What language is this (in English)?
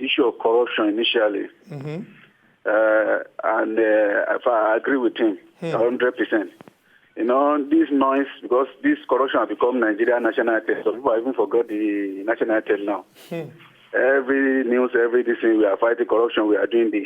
Nigerian Pidgin